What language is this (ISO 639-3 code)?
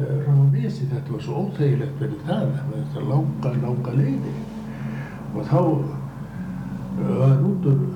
isl